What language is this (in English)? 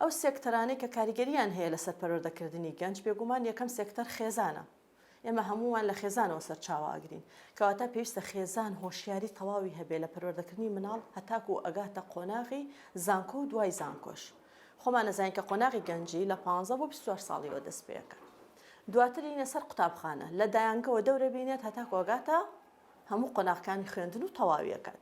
Central Kurdish